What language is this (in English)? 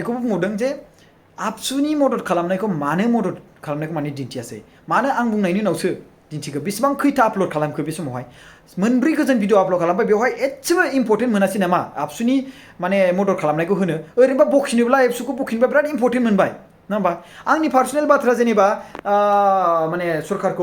Bodo